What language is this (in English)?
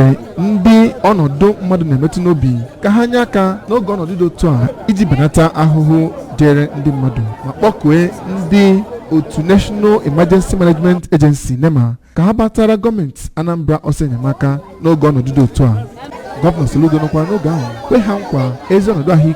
Igbo